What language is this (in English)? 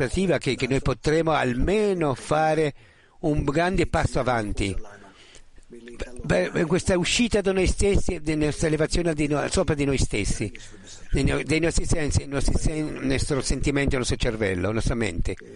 Italian